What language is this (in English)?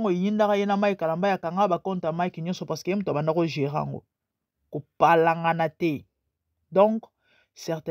Lingala